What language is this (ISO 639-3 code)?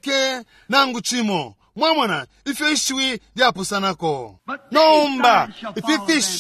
bem